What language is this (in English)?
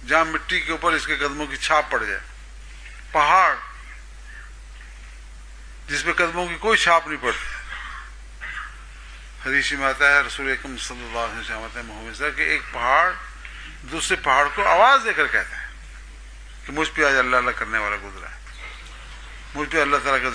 Urdu